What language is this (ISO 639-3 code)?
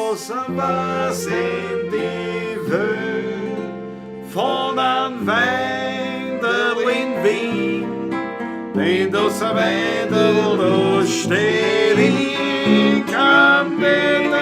bar